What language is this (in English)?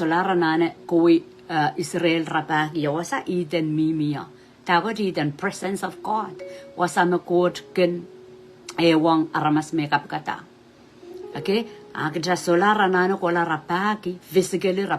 Pohnpeian